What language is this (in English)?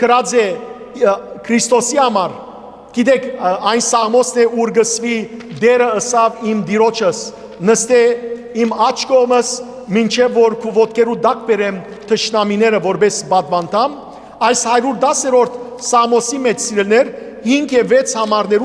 Western Armenian